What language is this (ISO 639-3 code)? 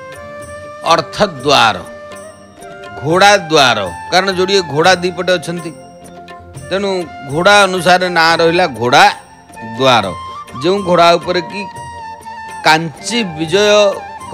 ori